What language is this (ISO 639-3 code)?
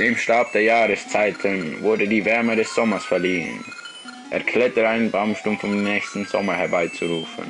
gsw